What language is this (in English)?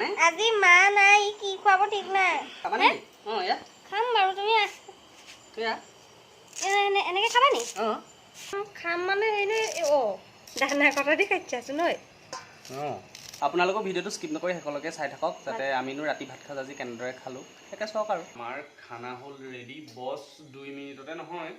Assamese